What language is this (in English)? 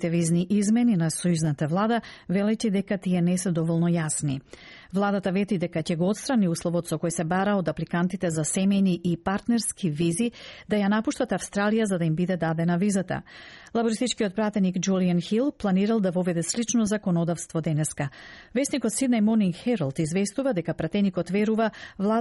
Macedonian